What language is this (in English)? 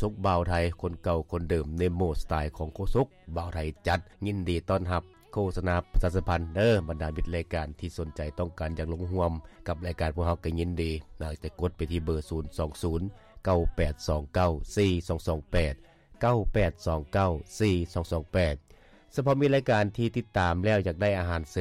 Lao